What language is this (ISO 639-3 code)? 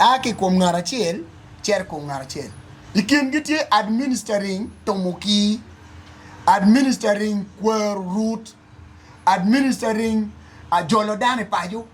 ach